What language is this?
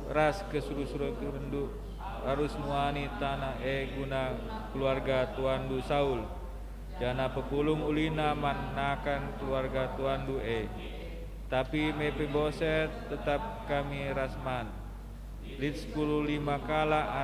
Batak Karo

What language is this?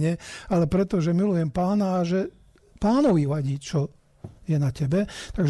Slovak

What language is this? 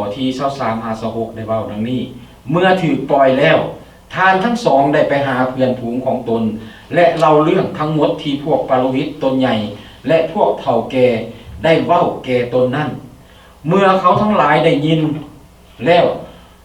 Lao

